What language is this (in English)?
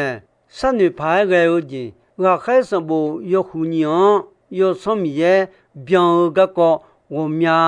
Akha